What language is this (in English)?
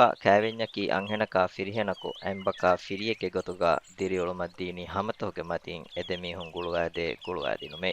Divehi